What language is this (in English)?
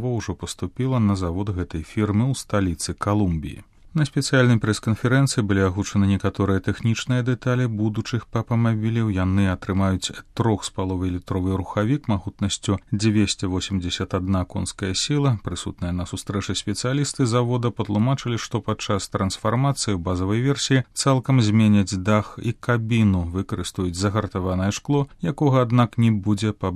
Belarusian